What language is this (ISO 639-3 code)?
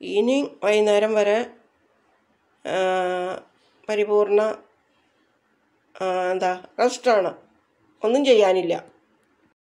mal